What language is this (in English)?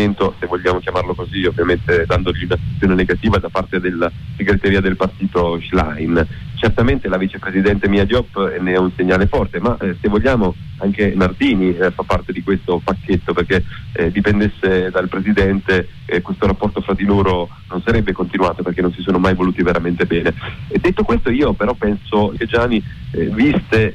Italian